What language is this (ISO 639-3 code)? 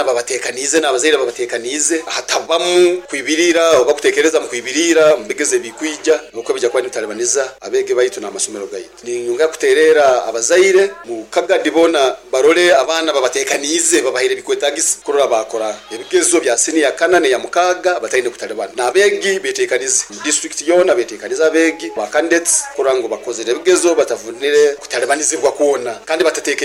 nyo